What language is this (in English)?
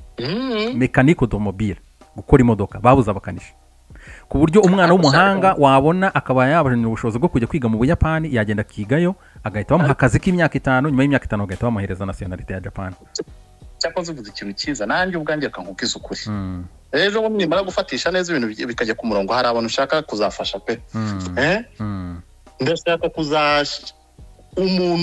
Kinyarwanda